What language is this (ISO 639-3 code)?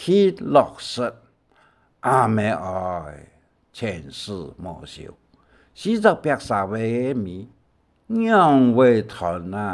hak